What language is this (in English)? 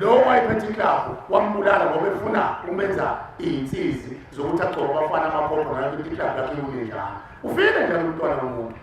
Zulu